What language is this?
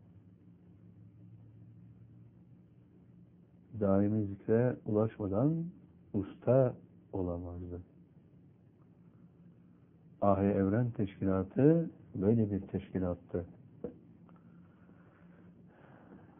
Turkish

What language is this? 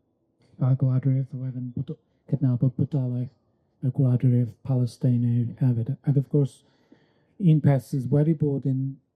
Welsh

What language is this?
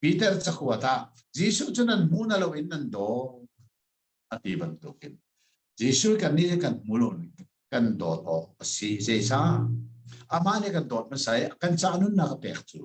Hakha Chin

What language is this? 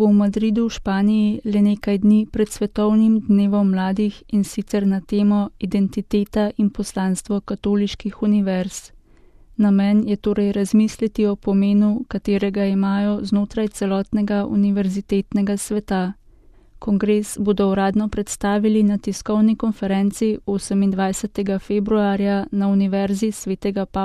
Slovenian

